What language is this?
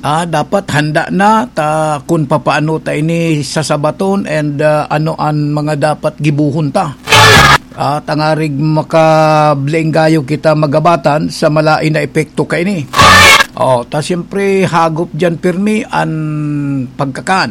Bikol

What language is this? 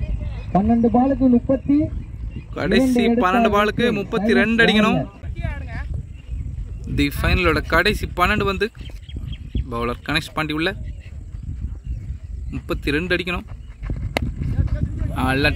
Tamil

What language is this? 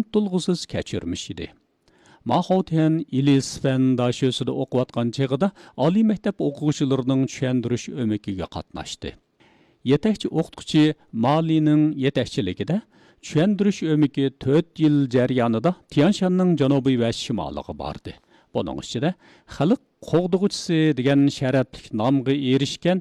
Uyghur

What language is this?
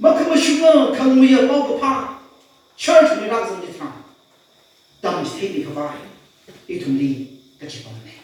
Tangkhul Naga (India)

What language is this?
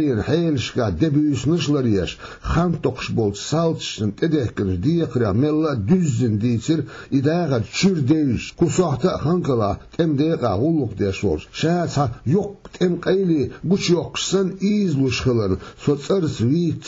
Chechen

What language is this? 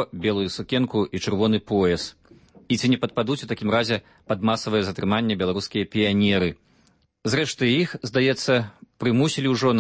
Belarusian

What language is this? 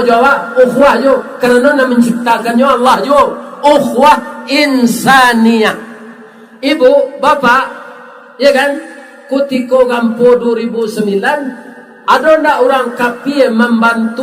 Minangkabau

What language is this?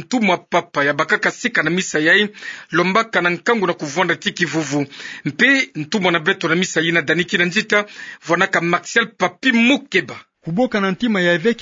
Kituba (Democratic Republic of Congo)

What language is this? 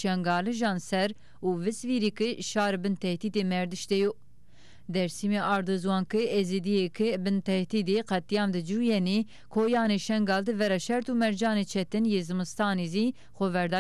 Zaza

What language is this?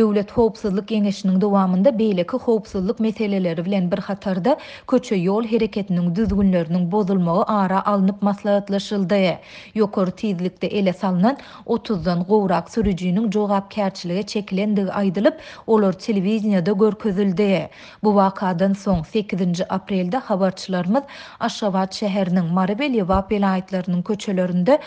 Turkmen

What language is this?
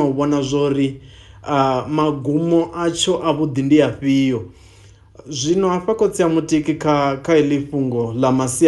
Venda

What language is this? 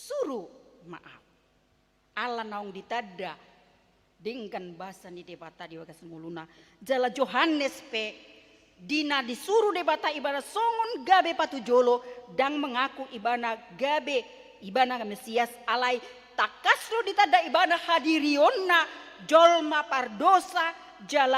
Batak Toba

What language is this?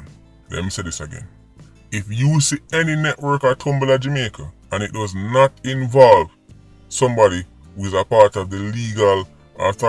Jamaican Creole English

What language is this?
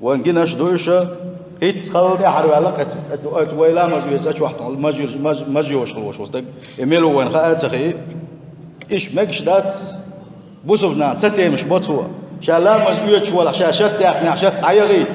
Chechen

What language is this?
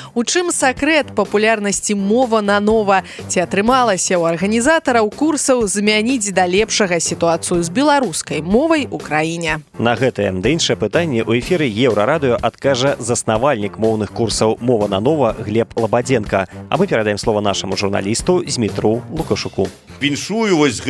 Belarusian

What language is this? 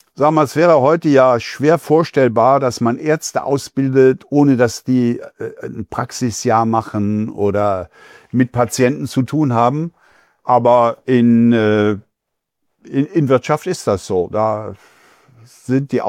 German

